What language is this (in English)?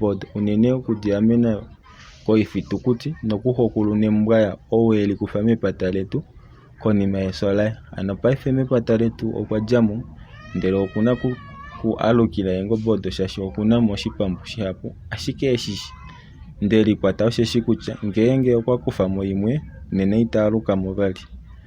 Kuanyama